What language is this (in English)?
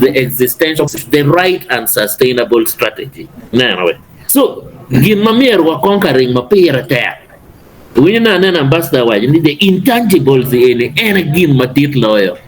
Acoli